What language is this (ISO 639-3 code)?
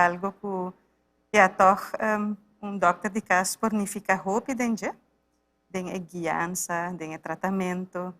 pap